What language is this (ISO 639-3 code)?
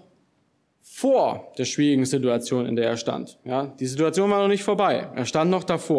deu